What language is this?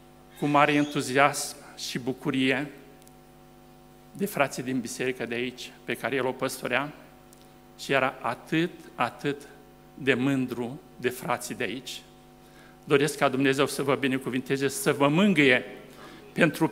Romanian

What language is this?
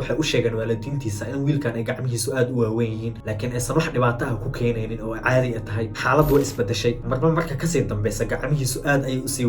Somali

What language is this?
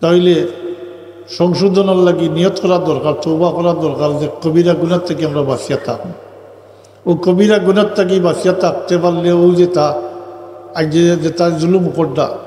Sylheti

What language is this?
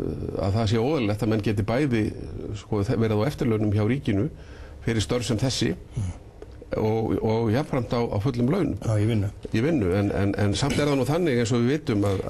Icelandic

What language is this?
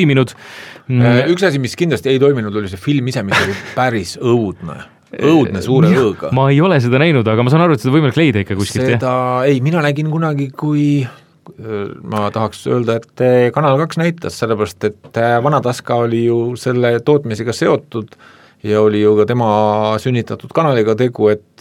Estonian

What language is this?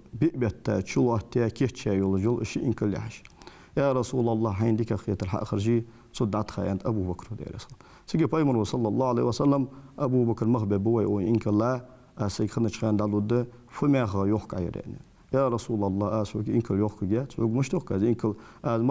Ingush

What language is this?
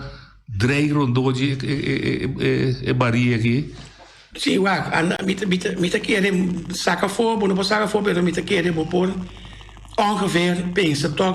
Papiamento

